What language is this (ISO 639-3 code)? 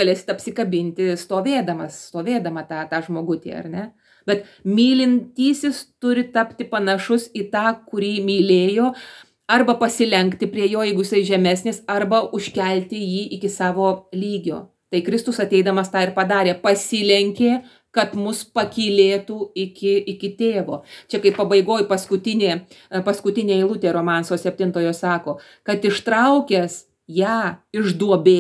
lit